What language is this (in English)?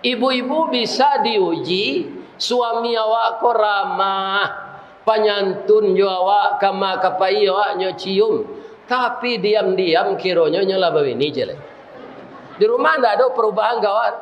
Minangkabau